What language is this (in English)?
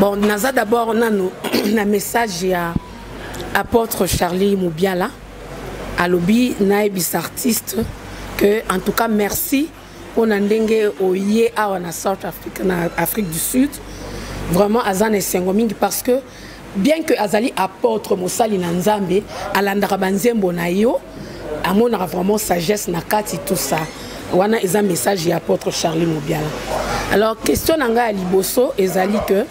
Lingala